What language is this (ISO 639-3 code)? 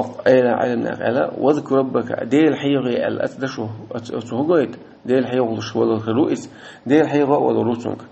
che